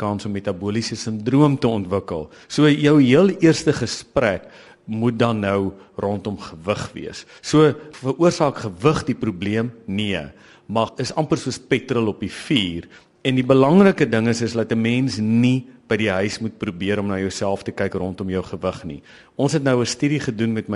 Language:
Afrikaans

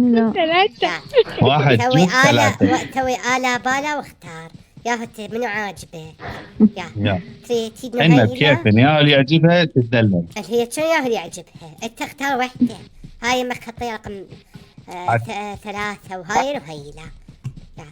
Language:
Mesopotamian Arabic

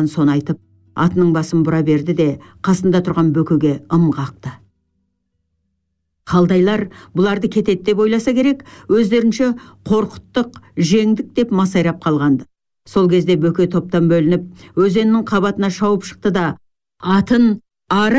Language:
Kazakh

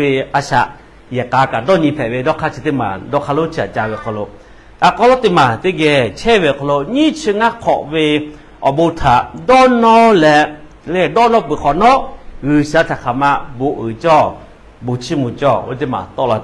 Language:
Lahu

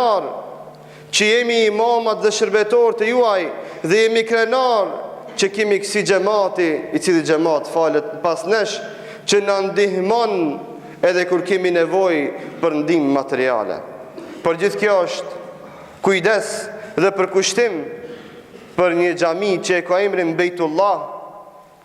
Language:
Albanian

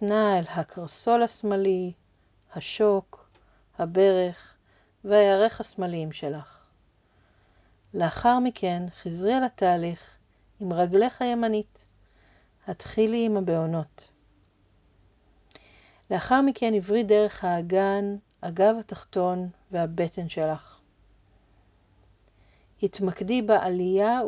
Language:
Hebrew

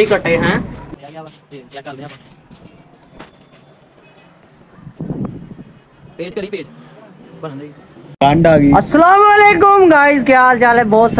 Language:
Punjabi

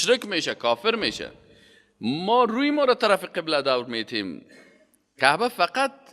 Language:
Persian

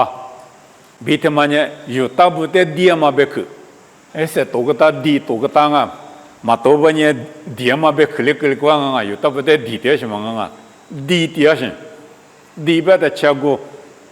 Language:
Lisu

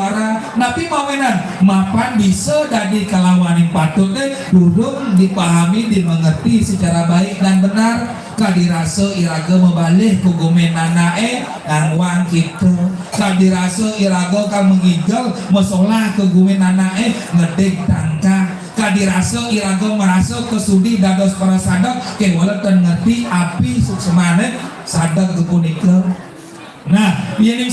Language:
Balinese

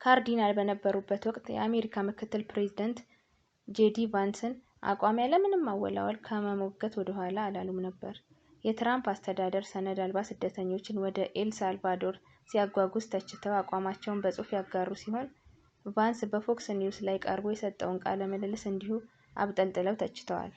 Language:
Amharic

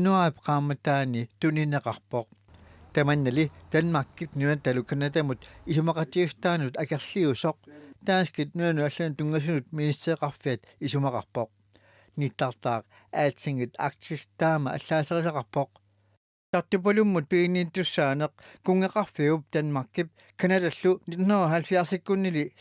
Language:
Kalaallisut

